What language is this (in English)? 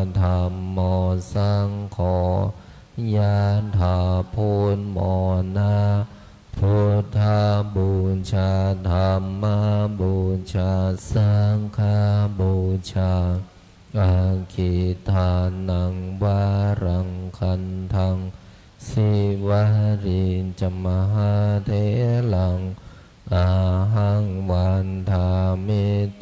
Pali